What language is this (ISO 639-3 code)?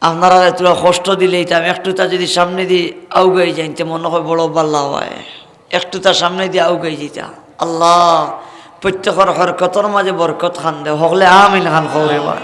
syl